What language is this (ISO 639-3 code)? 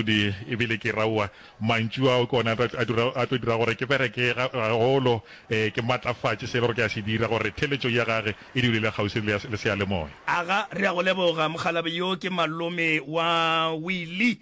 nso